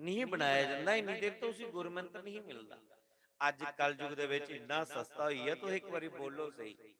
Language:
Dogri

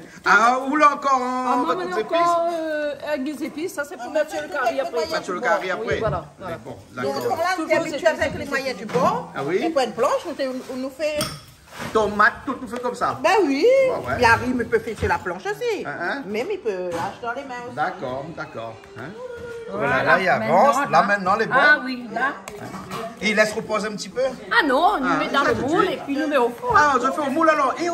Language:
Réunion Creole French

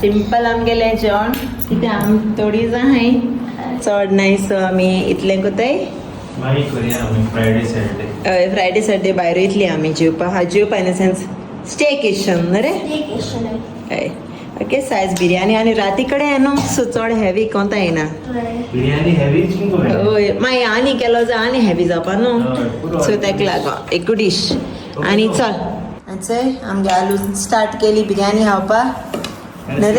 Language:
Konkani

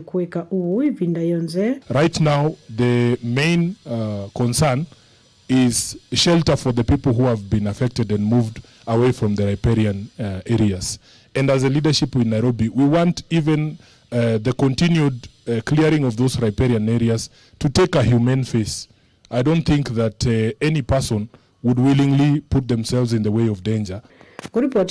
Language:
Kamba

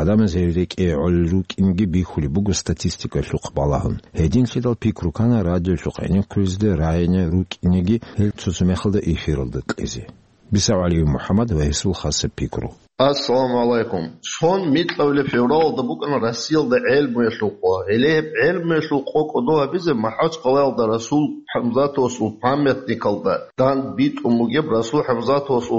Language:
Avaric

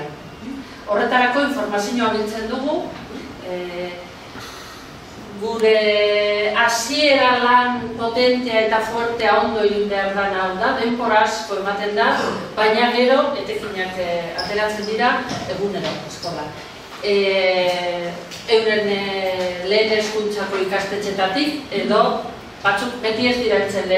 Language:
Basque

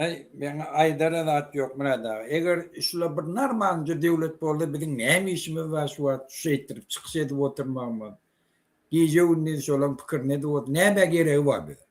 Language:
Turkmen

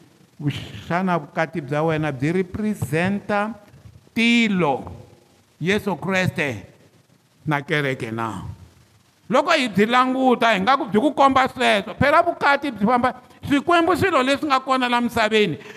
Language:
Tsonga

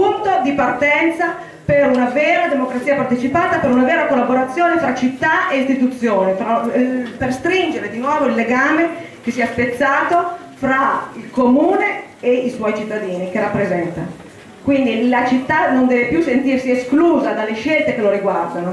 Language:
Italian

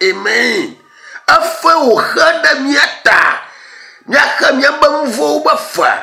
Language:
Ewe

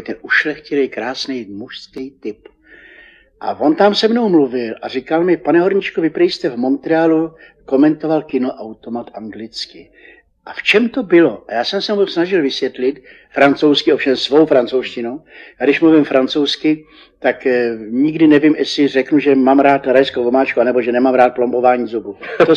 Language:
Czech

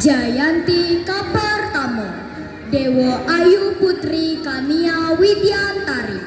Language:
Balinese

